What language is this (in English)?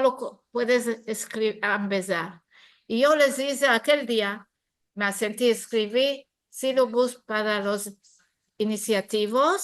Ladino